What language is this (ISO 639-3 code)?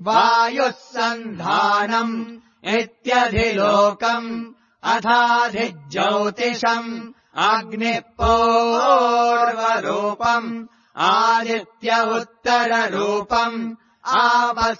san